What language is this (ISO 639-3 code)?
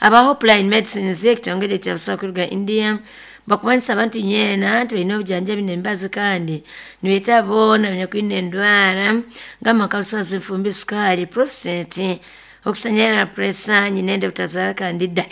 nyn